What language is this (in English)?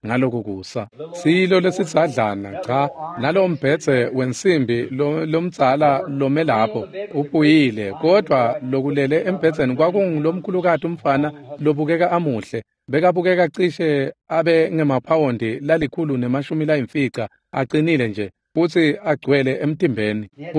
Swati